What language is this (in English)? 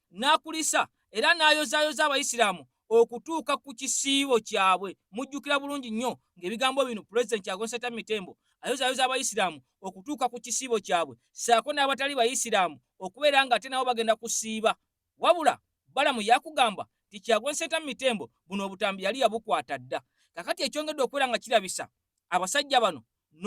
Ganda